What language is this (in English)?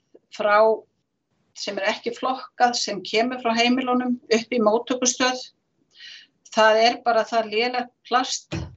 Icelandic